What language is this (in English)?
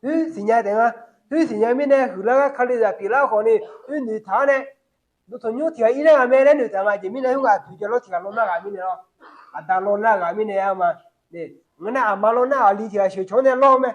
Akha